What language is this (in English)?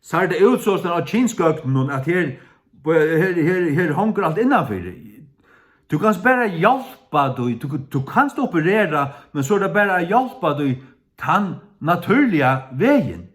Faroese